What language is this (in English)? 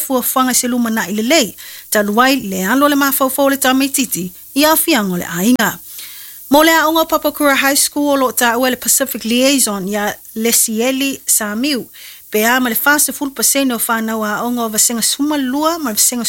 Samoan